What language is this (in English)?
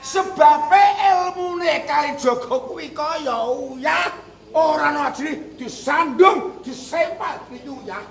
Javanese